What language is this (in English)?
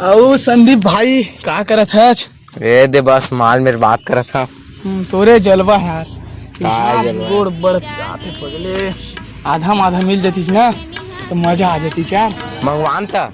Chhattisgarhi